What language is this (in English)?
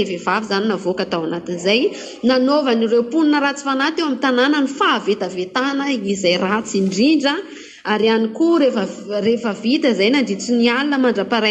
Malagasy